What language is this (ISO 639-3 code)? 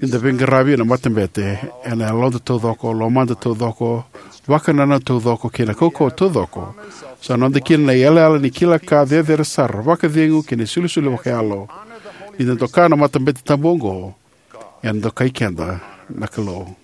fij